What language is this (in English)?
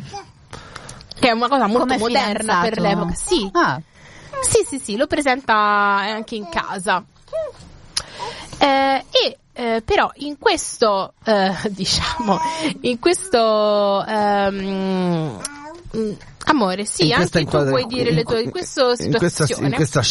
Italian